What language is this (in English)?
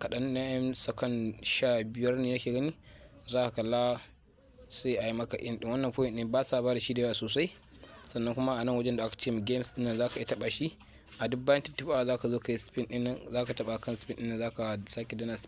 Hausa